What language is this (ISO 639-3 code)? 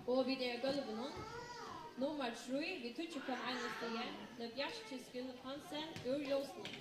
fao